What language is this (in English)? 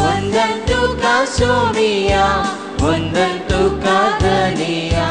Konkani